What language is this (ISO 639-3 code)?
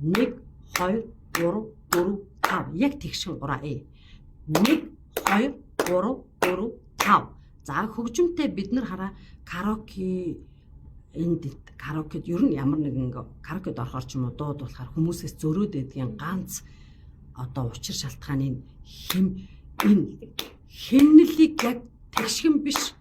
mon